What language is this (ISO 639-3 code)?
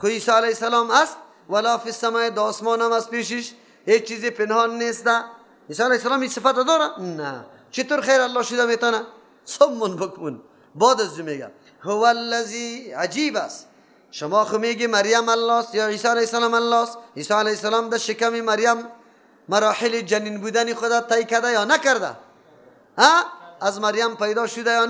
fas